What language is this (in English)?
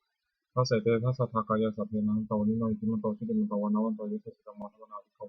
Pali